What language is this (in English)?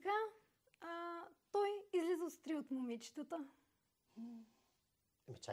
Bulgarian